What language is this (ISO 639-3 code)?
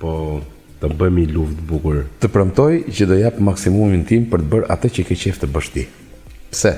sqi